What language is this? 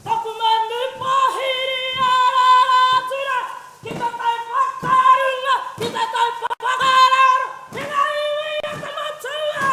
Māori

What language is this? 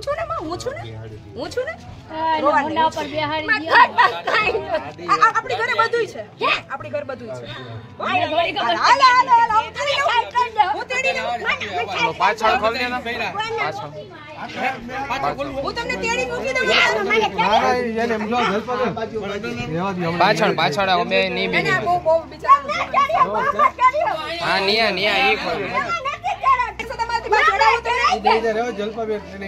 Gujarati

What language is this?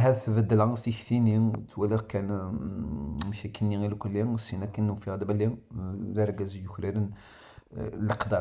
Kabyle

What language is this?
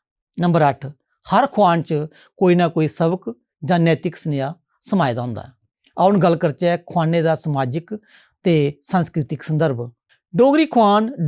Dogri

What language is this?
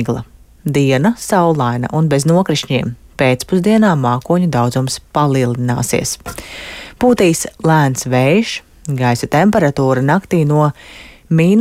Latvian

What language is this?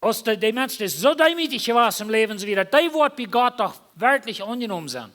Plautdietsch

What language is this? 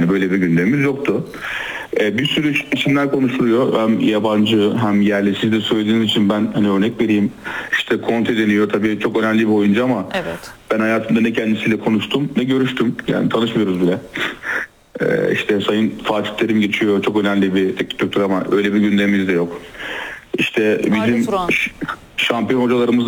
Turkish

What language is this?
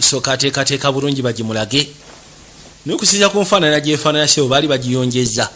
Ganda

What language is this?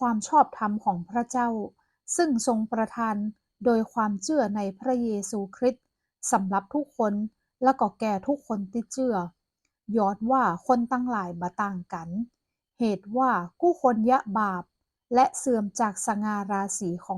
Northern Thai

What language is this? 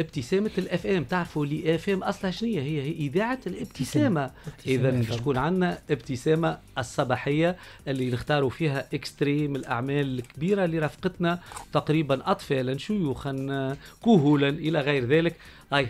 Tunisian Arabic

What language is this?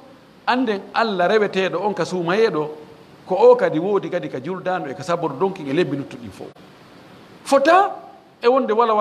Pular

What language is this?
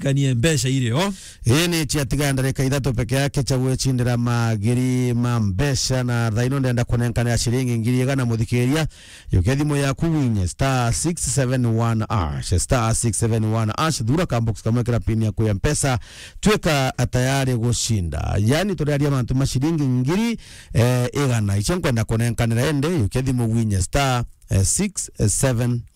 Meru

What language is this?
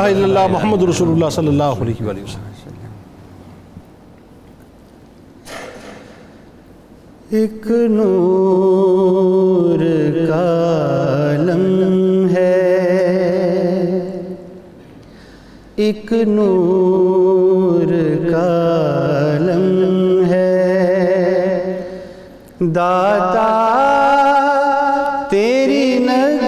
Urdu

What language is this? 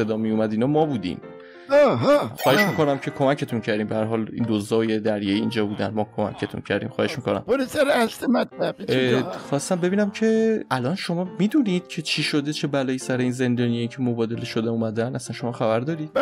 Persian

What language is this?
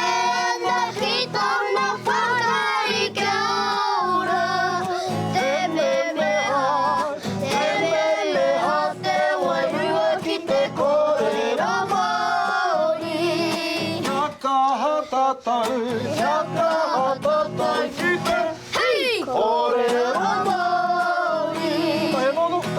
Māori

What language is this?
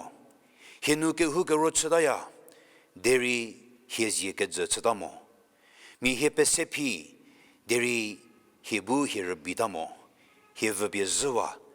Angami Naga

